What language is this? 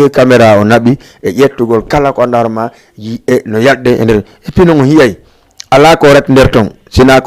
Fula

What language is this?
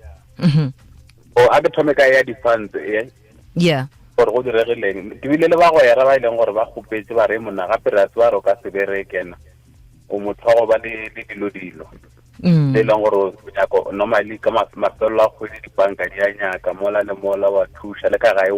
Northern Sotho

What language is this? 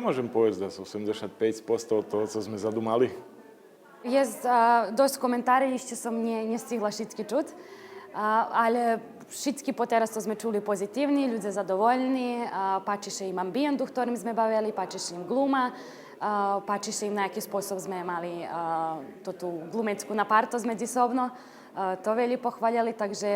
Rusyn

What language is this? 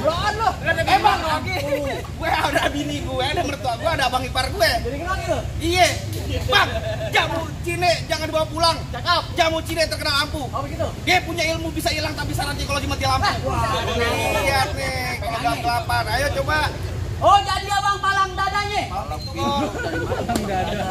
Betawi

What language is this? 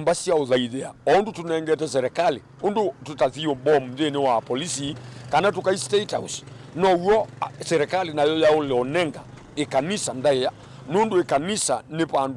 Kamba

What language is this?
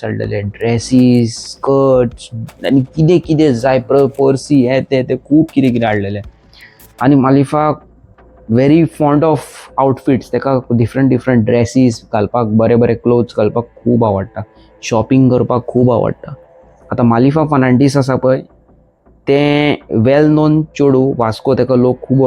Konkani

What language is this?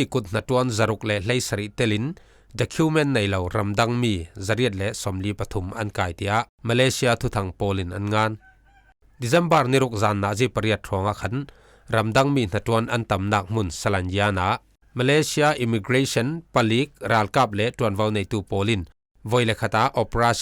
Falam Chin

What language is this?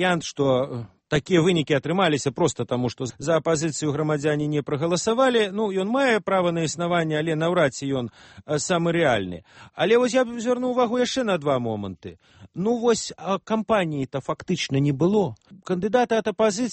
Belarusian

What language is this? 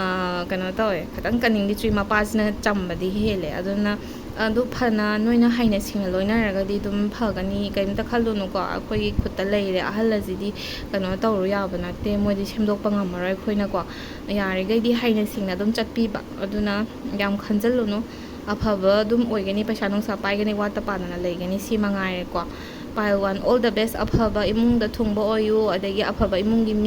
Manipuri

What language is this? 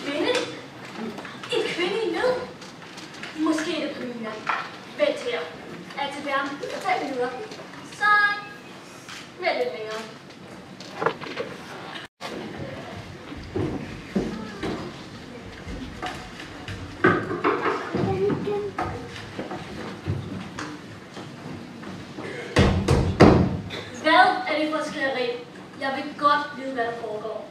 Danish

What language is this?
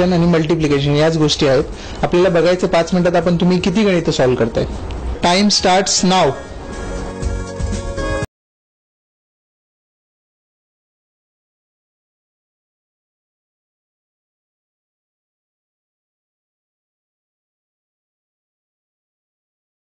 Marathi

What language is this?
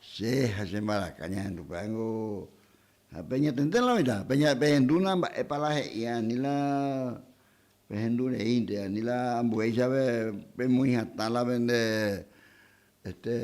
Guarani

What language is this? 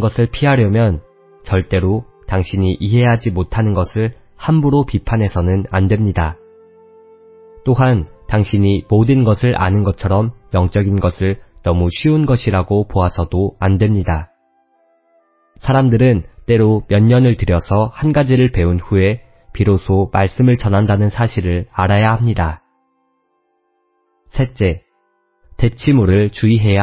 Korean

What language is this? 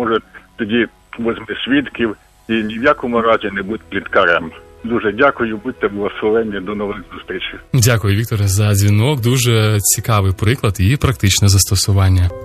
Ukrainian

